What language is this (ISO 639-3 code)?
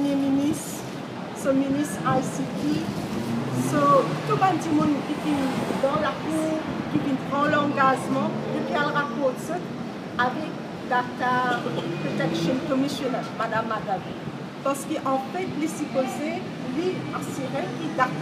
mfe